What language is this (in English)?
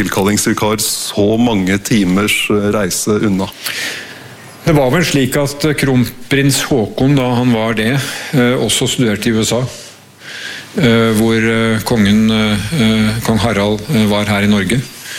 Norwegian